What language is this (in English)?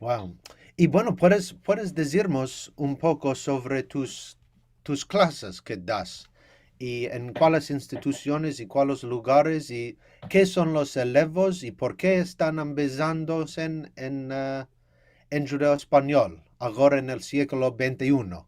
Ladino